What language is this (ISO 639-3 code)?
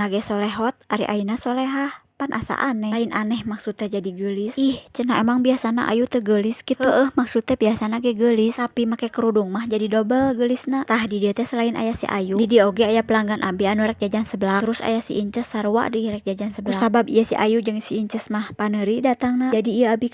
sun